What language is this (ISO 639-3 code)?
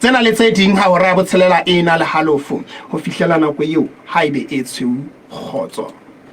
sot